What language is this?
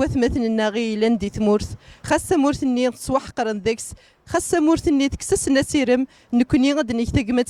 Kabyle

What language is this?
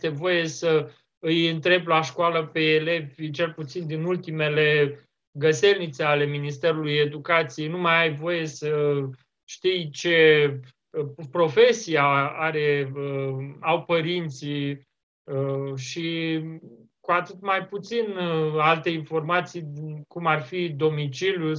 Romanian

